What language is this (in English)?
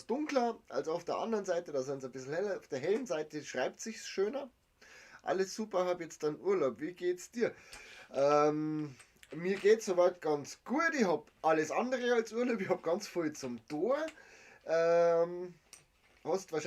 Bavarian